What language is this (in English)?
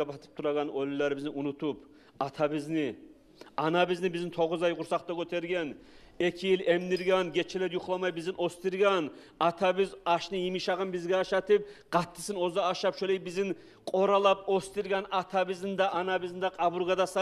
Kumyk